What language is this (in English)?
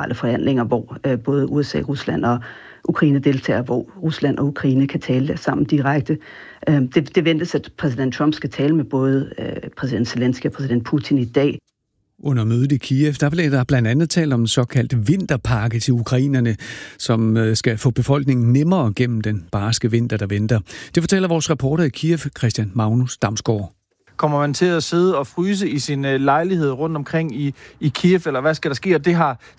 Danish